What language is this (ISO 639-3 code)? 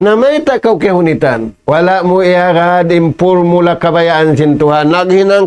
tsg